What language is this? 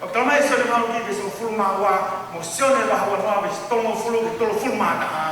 Tongan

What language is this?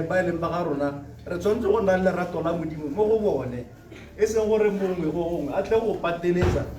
Tswana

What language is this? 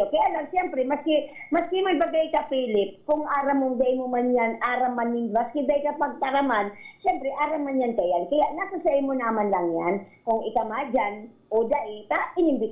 Bikol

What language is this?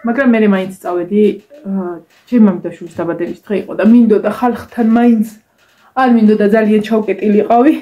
Georgian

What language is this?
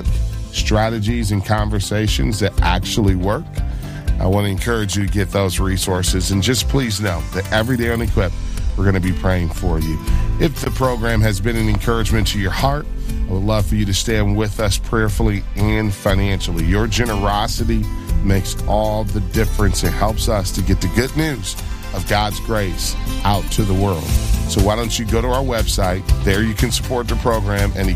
English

